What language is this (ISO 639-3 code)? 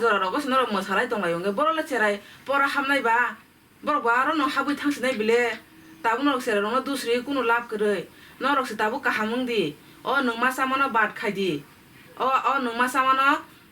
trp